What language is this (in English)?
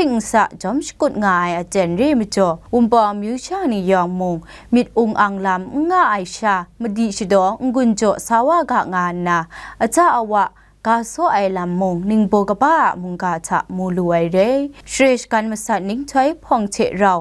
Kachin